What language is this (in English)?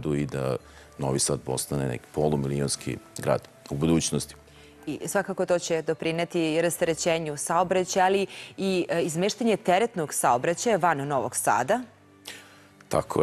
Serbian